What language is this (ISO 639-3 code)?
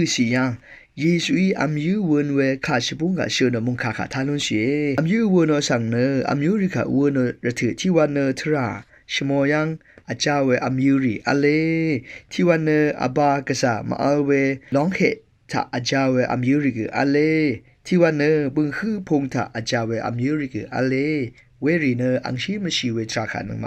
raw